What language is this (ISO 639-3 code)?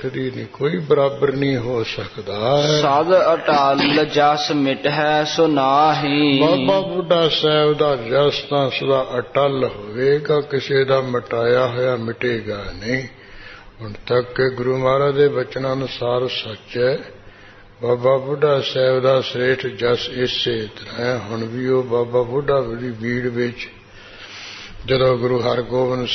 pan